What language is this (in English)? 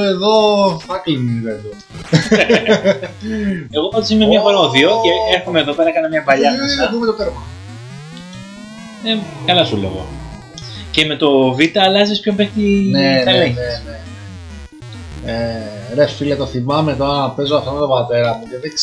Greek